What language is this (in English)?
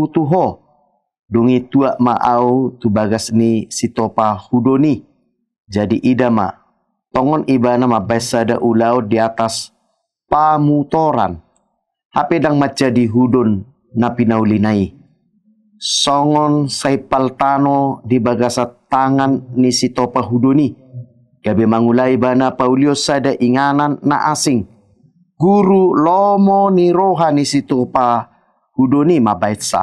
Batak Toba